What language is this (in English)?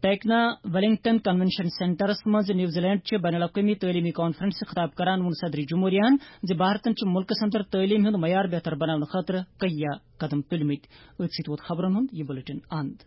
Kashmiri